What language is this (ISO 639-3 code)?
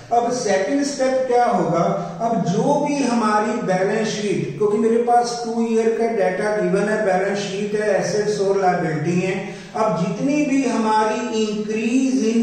hin